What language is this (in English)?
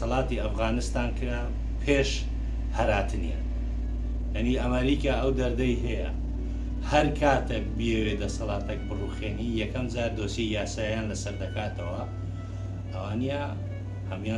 Central Kurdish